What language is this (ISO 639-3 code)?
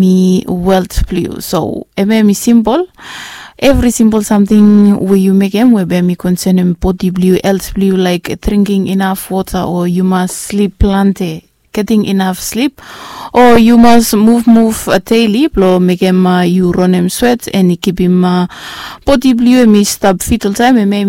bis